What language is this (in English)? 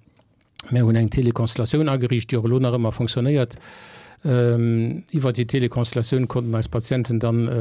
Luxembourgish